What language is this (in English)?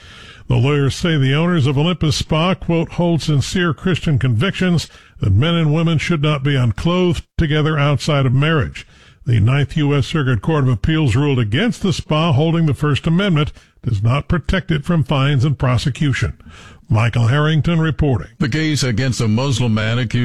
English